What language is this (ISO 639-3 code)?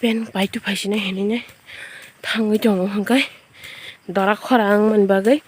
trp